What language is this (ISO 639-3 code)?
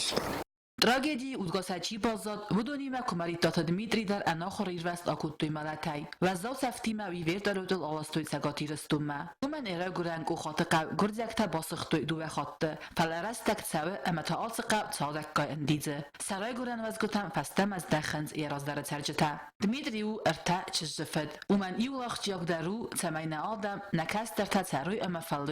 oss